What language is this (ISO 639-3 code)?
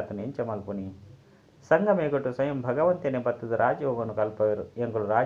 tcy